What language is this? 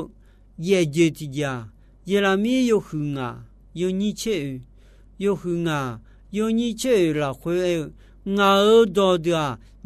Akha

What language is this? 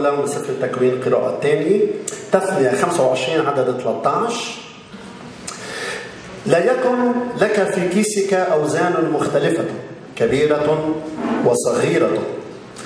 Arabic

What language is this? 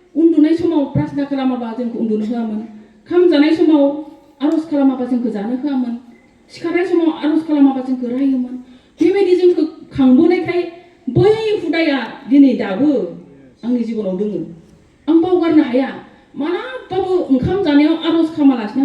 Bodo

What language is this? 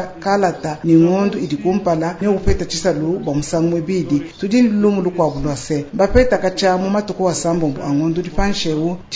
Luba-Lulua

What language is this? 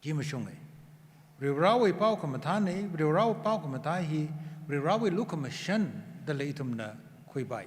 Tangkhul Naga (India)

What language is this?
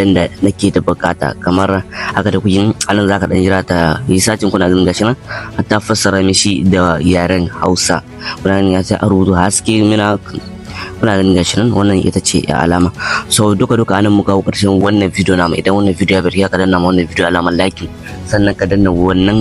Hausa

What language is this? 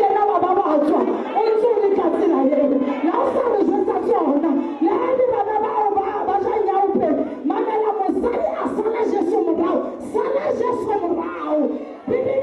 Southern Sotho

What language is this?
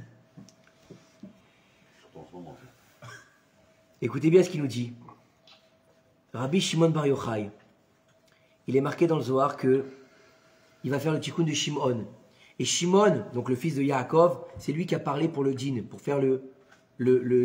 French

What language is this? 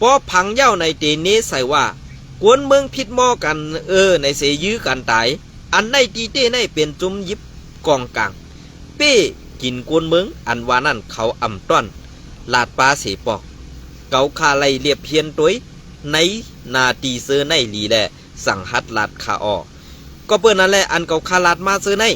Shan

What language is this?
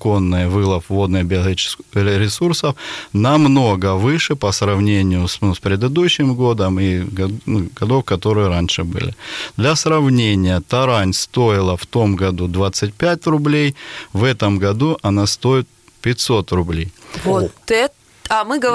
Russian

